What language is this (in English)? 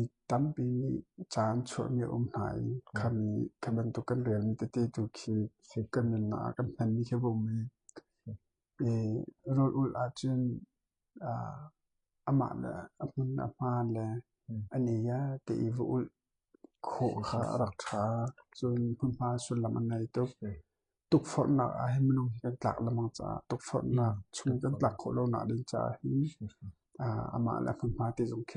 Hakha Chin